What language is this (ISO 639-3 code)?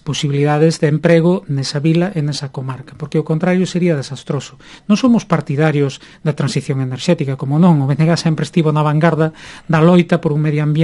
glg